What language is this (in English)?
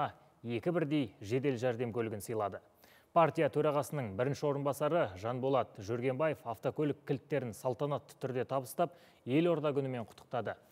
Kazakh